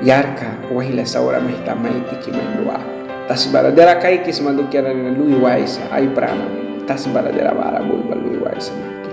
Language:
Mískito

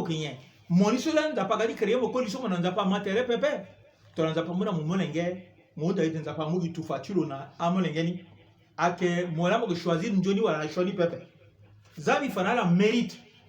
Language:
Sango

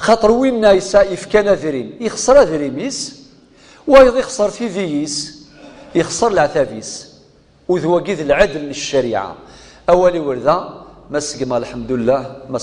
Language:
Kabyle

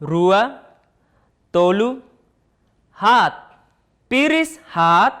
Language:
Tetum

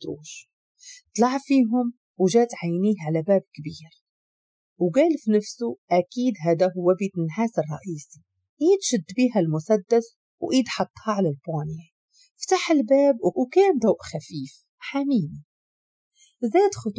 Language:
Moroccan Arabic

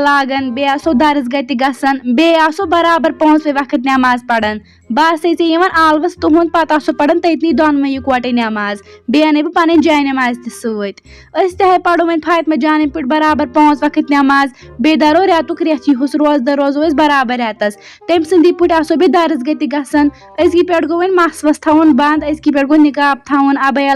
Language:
Kashmiri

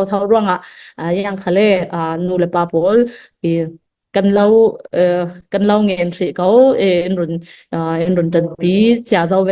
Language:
Falam Chin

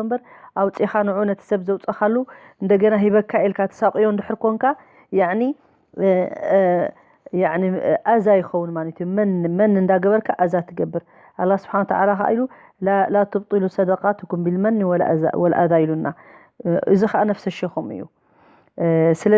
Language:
Tigrinya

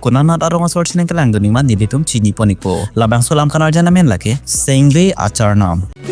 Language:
Karbi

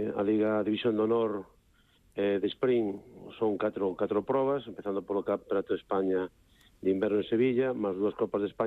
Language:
Galician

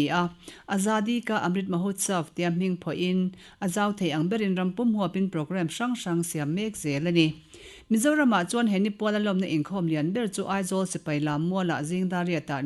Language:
Mizo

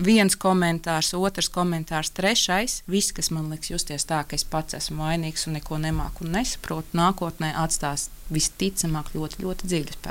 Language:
Latvian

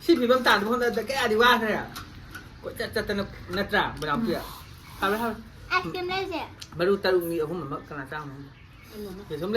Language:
Manipuri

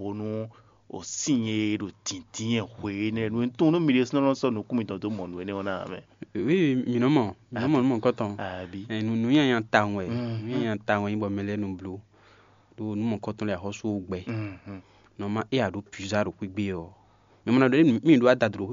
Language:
Fon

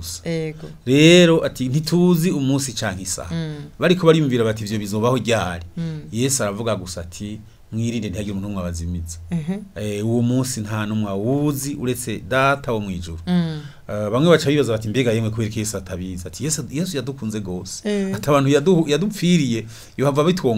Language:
Rundi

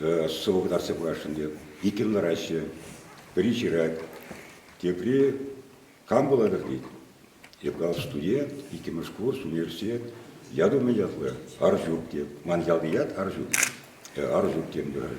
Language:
Chuvash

